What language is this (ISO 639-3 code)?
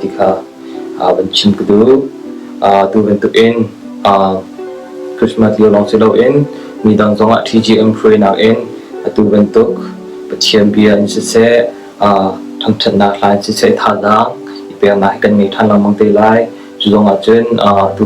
cnh